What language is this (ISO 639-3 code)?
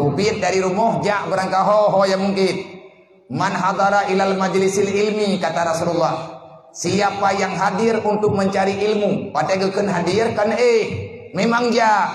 ace